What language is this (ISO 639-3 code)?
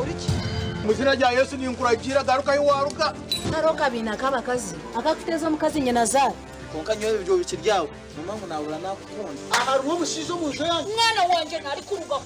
nyn